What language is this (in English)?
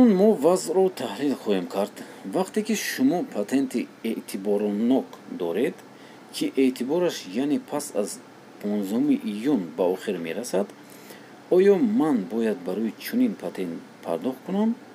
Tajik